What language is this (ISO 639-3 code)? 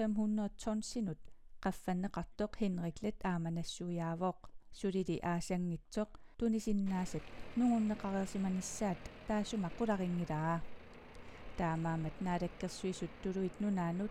kal